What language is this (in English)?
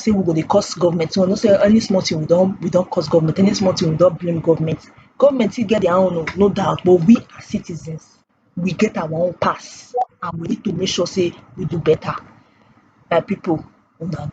Nigerian Pidgin